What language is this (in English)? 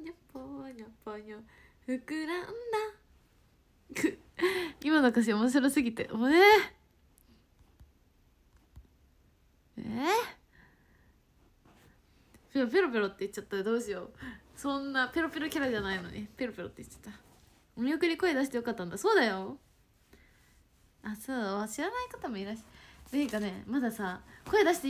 Japanese